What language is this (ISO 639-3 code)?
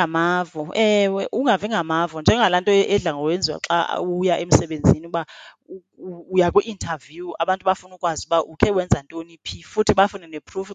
xho